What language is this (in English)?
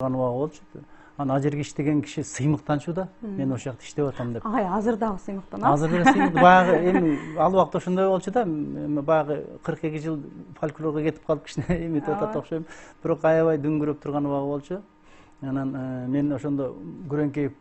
Kyrgyz